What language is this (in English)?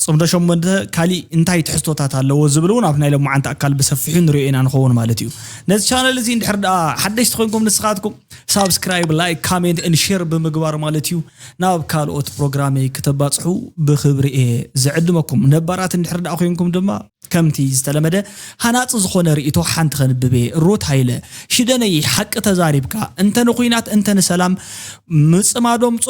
Tigrinya